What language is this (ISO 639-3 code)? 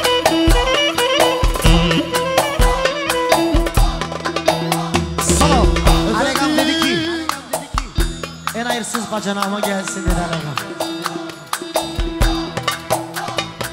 tur